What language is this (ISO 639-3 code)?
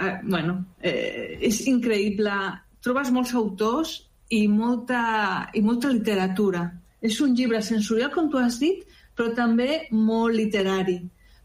cat